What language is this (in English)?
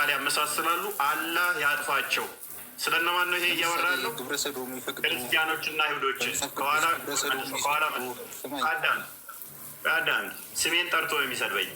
Amharic